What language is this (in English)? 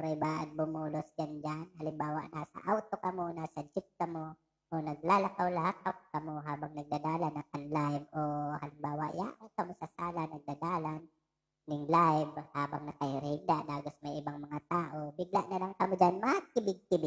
Bikol